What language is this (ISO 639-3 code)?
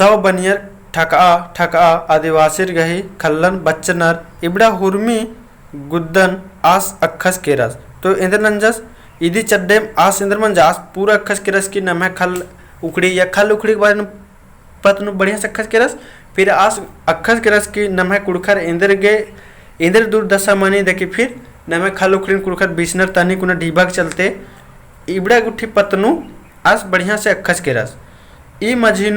kru